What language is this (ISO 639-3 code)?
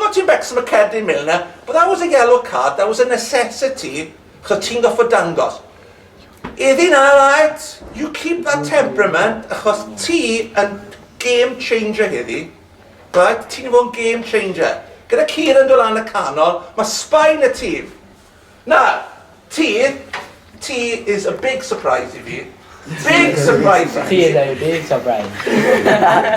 cym